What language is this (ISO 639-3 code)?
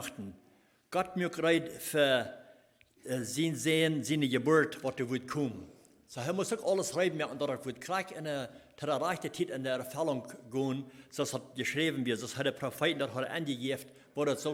pdt